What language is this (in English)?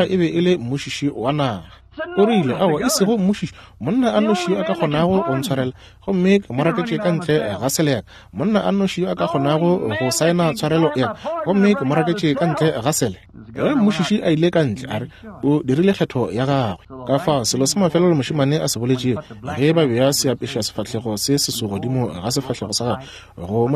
Northern Sotho